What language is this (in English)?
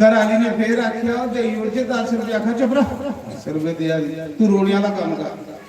Dogri